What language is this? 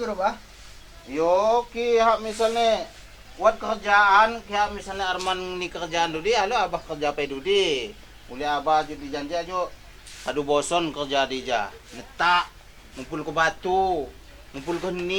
Lampung Api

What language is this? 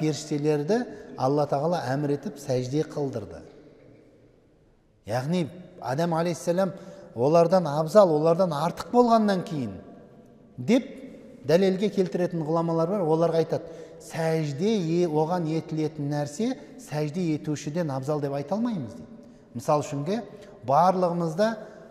Kazakh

